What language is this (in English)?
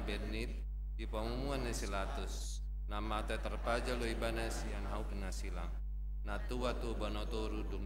Batak Toba